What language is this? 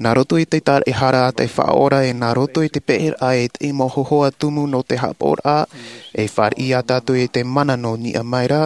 Tahitian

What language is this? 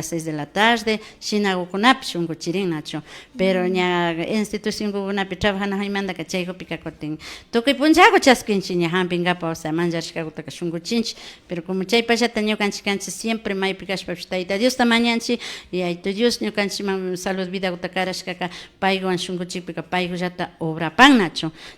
Imbabura Highland Quichua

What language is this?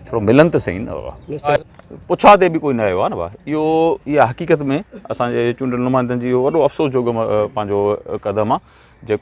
Sindhi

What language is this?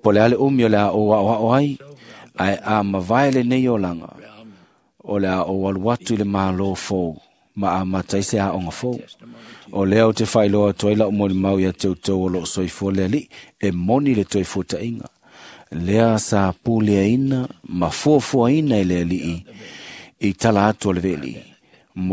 Samoan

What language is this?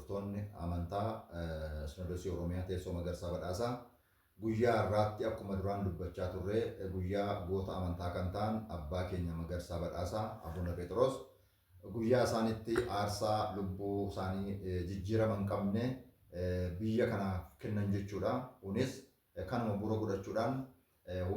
Oromo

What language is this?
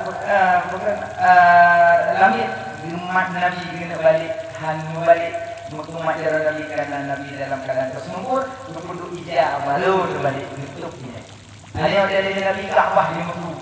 Achinese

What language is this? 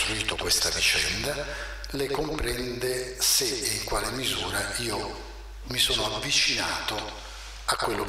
Italian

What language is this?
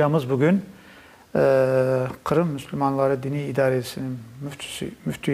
Crimean Tatar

